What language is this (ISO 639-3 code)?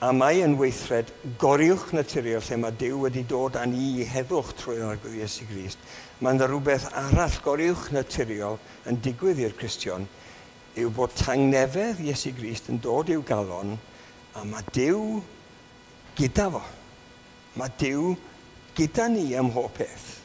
cym